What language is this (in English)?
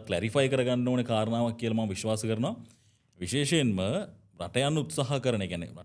Sinhala